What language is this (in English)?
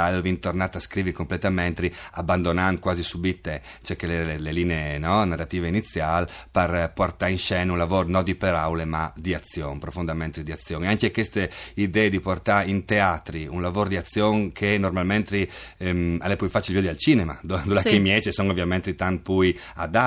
Friulian